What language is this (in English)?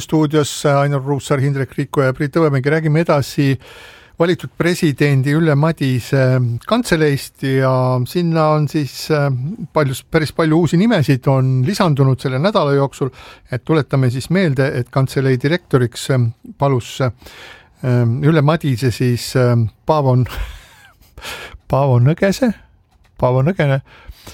Estonian